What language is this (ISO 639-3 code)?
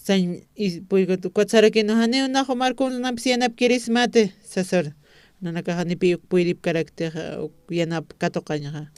aym